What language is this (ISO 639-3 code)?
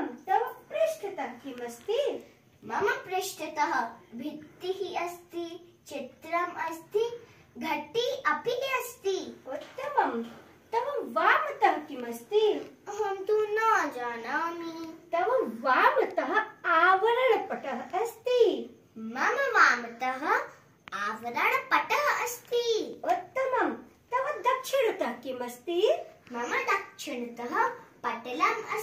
san